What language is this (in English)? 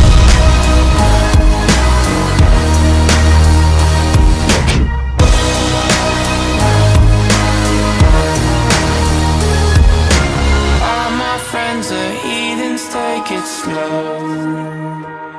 English